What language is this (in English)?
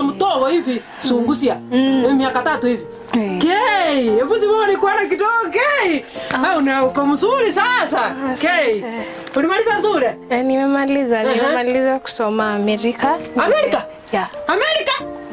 Gusii